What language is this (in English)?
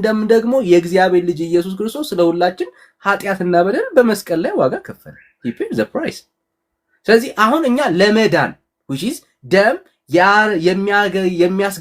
Amharic